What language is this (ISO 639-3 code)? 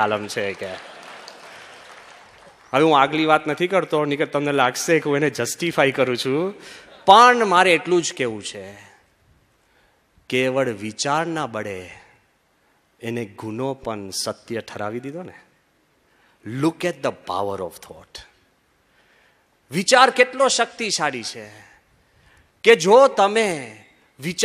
guj